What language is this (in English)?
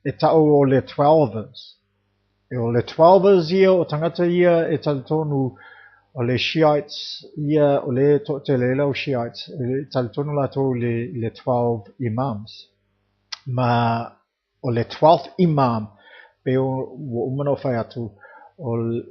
Samoan